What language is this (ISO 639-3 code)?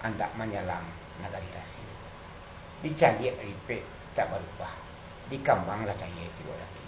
min